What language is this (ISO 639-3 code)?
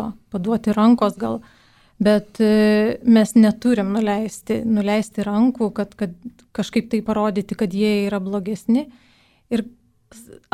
lit